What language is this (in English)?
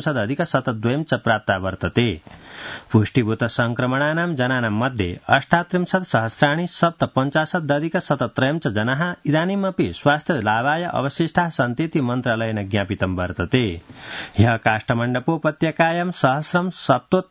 Sanskrit